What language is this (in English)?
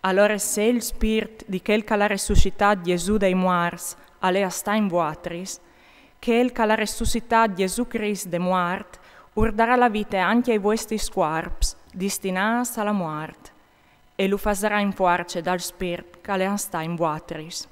Friulian